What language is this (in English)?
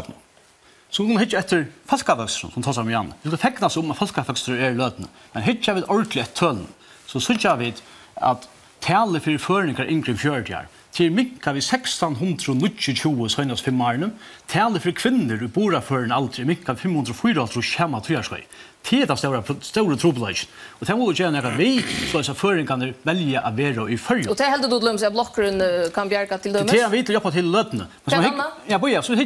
Faroese